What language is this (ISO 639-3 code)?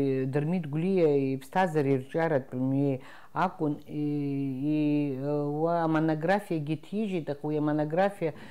abk